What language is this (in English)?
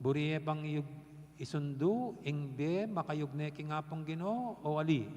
Pampanga